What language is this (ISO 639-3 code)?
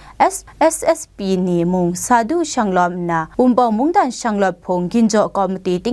kac